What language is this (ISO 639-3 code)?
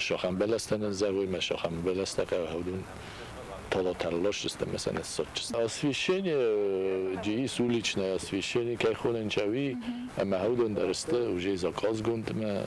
oss